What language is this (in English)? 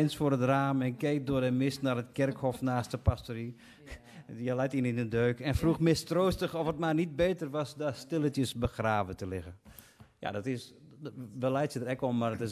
Western Frisian